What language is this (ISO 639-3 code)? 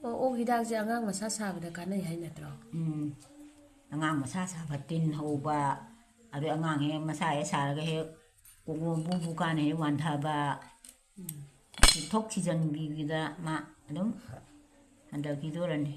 mni